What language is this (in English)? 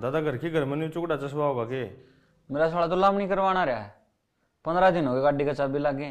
Haryanvi